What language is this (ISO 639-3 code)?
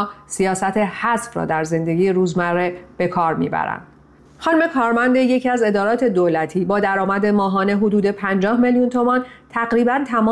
fas